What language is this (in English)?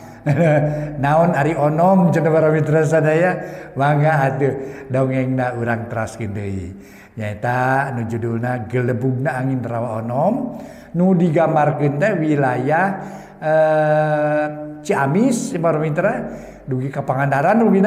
Sundanese